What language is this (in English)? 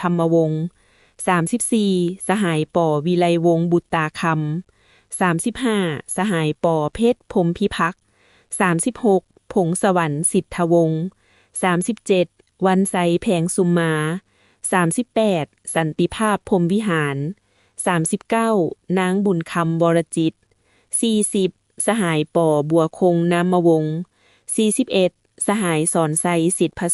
Lao